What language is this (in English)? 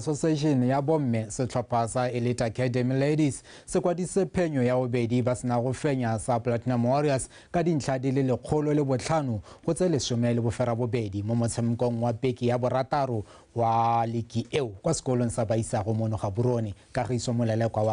Tswana